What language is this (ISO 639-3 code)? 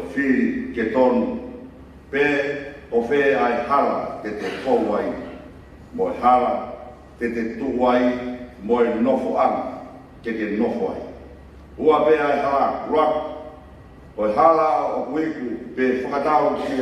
ton